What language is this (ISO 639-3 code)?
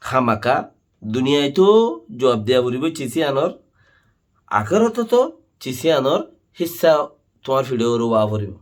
rhg